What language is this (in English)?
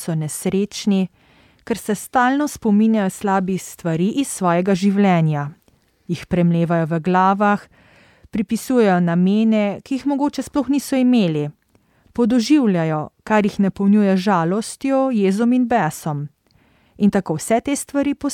Slovenian